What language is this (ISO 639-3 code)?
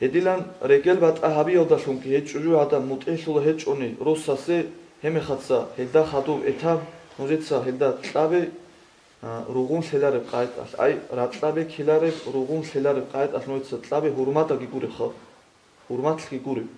ava